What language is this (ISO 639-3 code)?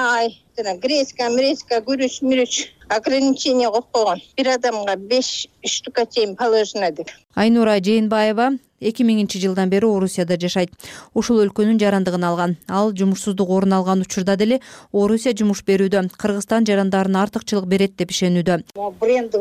kir